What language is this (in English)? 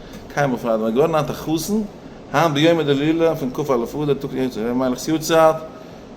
Yiddish